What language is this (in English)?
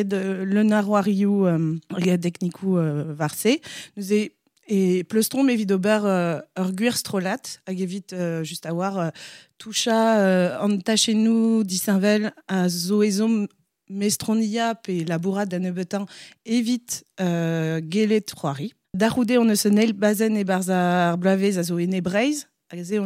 Breton